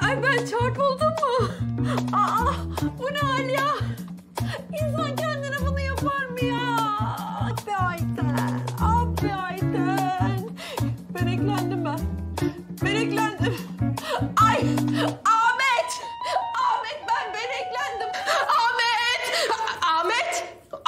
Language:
Turkish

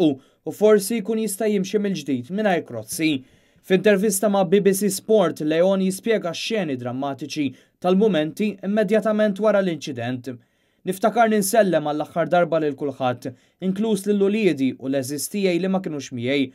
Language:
Maltese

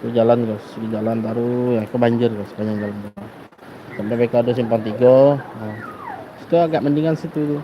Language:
Minangkabau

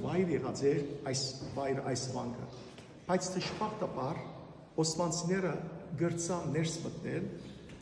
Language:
Western Armenian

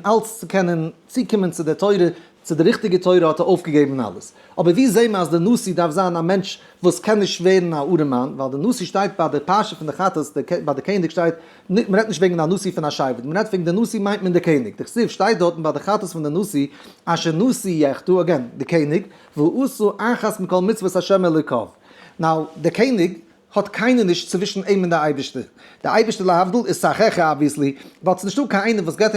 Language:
Yiddish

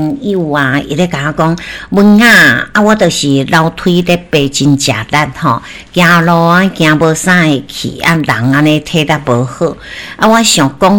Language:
Min Nan Chinese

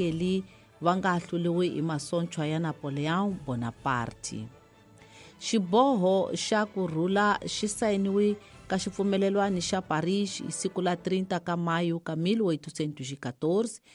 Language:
Tsonga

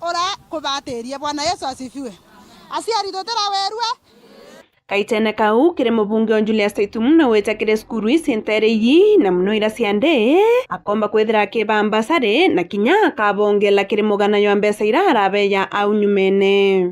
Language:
Meru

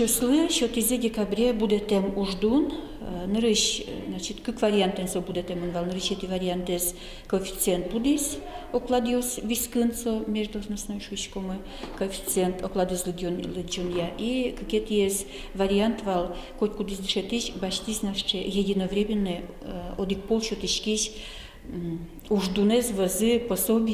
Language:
Udmurt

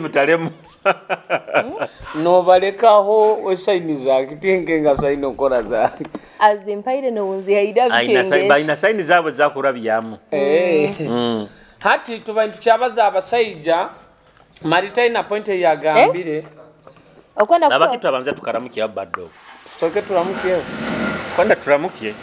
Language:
Nyoro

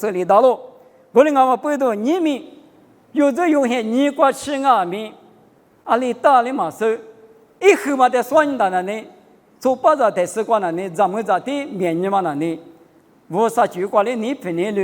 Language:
Lisu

